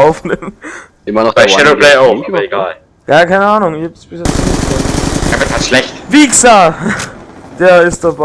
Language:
Bavarian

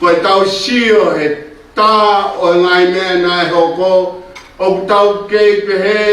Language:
Tongan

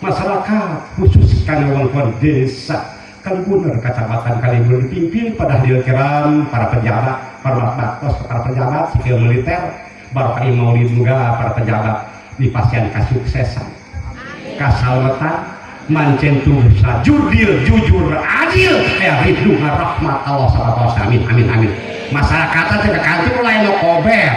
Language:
Sundanese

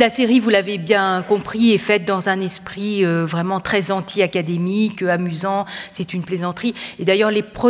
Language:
French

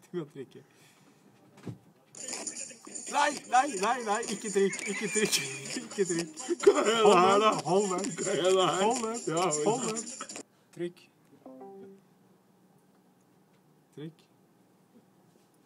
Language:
Norwegian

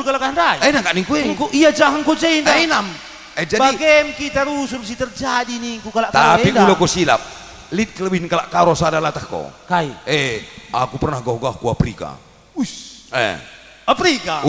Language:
Batak Karo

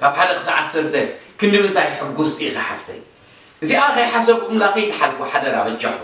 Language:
Tigrinya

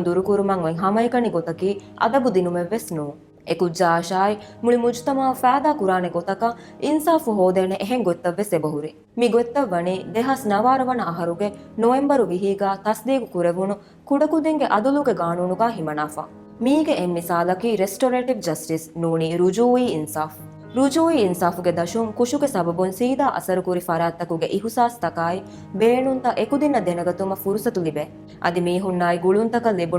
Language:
Divehi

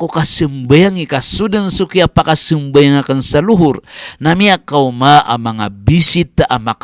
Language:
Maranao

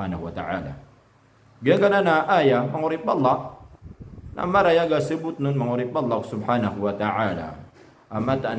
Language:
Maranao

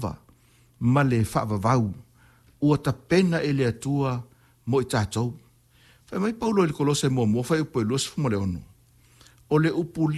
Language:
Samoan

